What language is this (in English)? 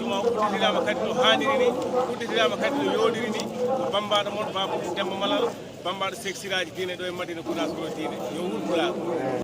Fula